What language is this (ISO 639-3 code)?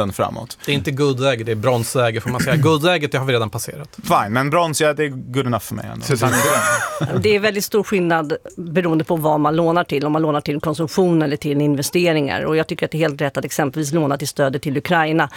swe